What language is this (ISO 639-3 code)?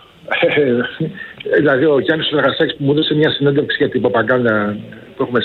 ell